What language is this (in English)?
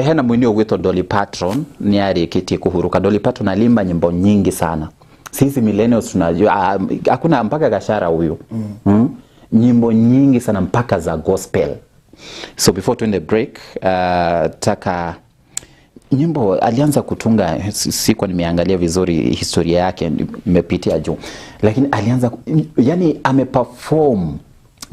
Kikuyu